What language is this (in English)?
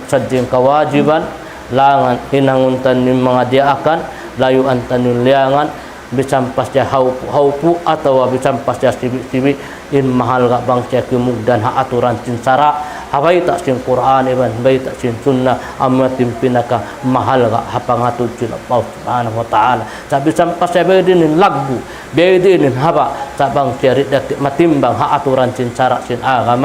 Tausug